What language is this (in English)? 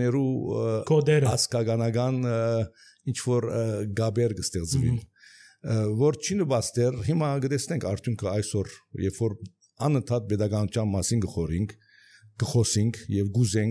Armenian